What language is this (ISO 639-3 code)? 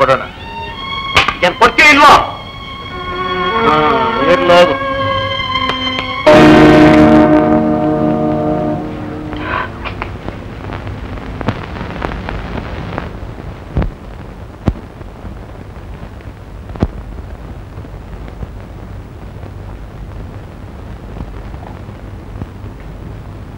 kan